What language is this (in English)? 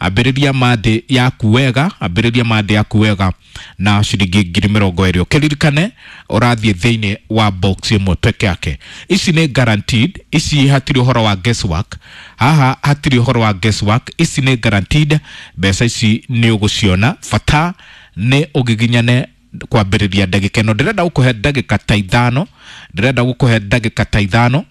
Kikuyu